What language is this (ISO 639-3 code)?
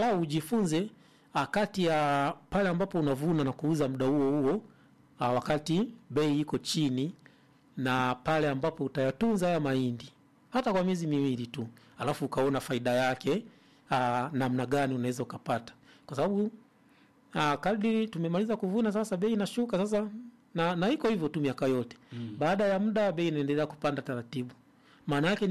swa